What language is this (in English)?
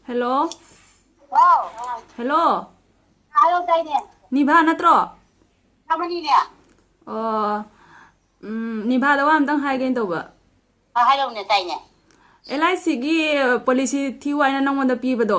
Manipuri